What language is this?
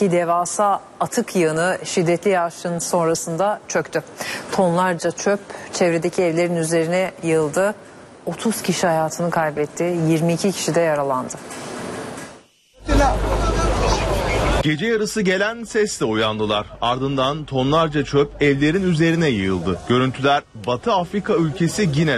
Turkish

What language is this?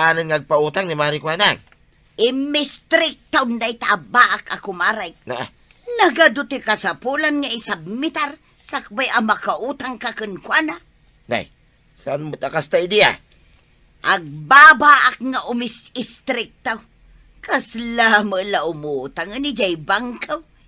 Iloko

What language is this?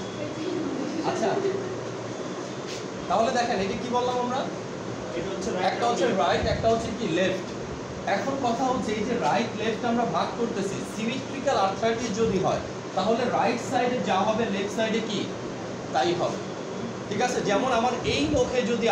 Bangla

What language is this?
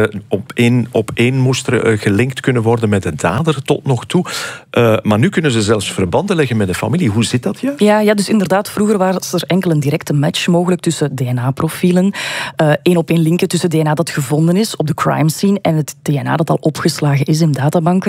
Dutch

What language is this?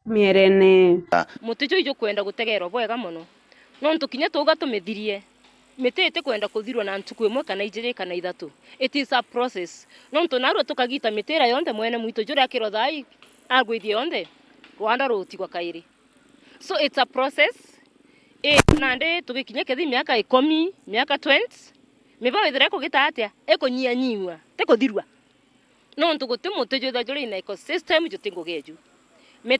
Meru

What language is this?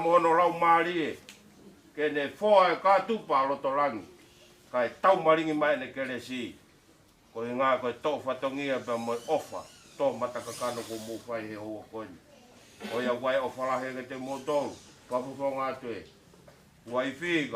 Tongan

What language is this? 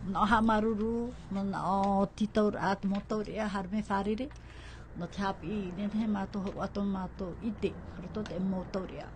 Tahitian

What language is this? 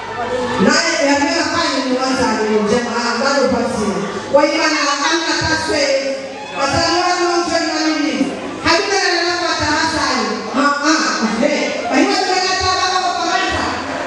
Swahili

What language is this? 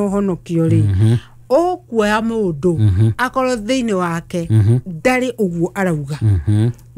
Kikuyu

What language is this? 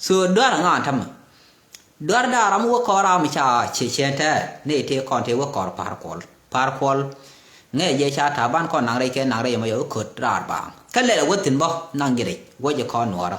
Nuer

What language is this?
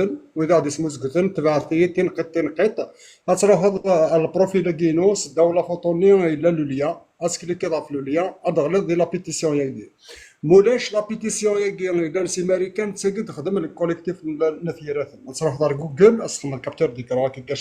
Kabyle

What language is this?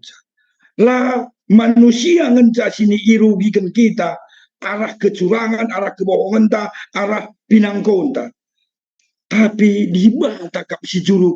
Batak Karo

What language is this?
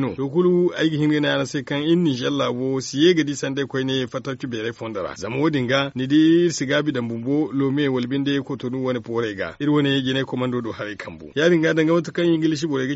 Zarma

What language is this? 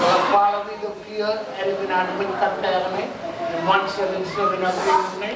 Marshallese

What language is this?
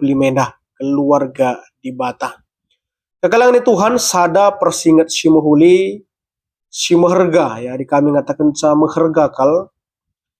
Batak Karo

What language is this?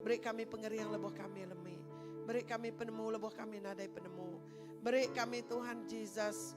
Iban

